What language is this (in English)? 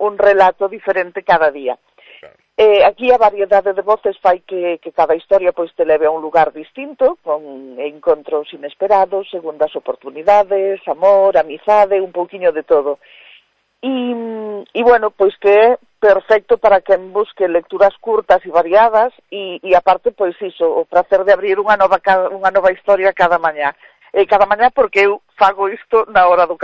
Galician